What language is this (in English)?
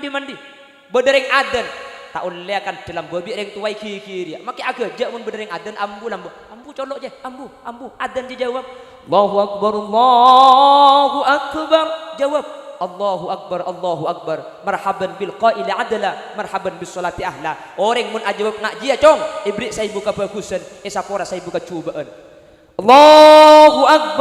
Madurese